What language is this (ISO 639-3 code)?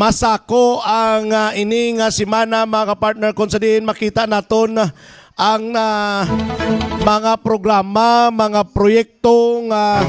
hil